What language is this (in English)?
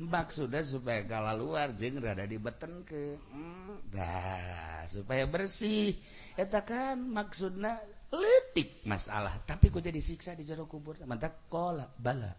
Sundanese